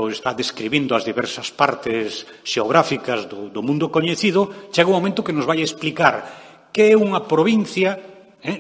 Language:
Galician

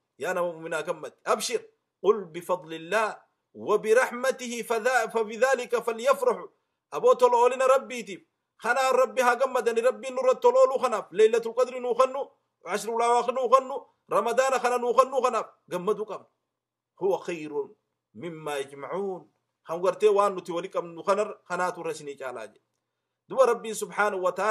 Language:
Oromo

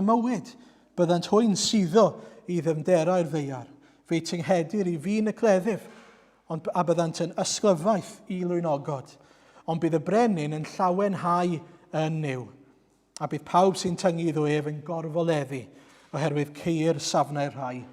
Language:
Welsh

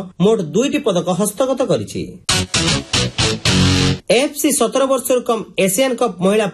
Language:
Odia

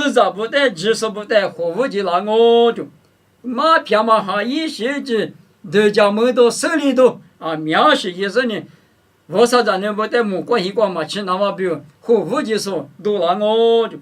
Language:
Lisu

